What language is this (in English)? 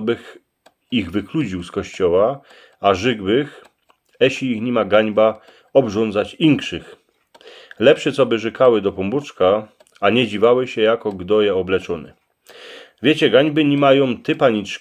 Silesian